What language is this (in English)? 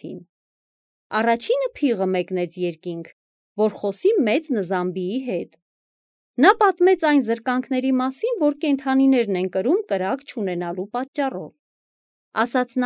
Armenian